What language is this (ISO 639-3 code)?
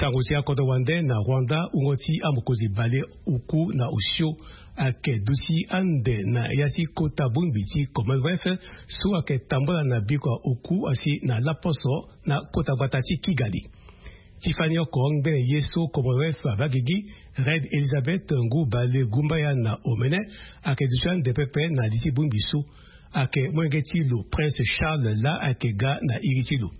sag